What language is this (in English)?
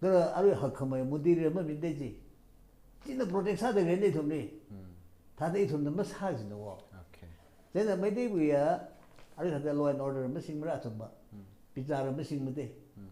Tangkhul Naga (India)